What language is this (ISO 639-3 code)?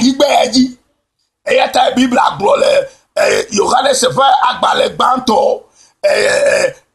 ewe